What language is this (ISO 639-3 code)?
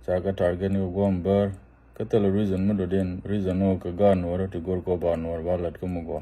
nus